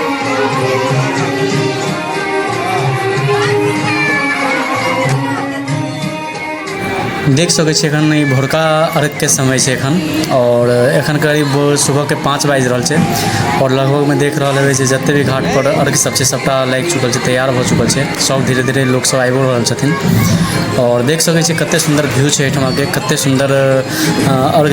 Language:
Maithili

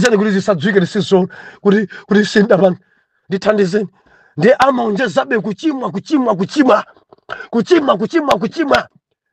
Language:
Nyanja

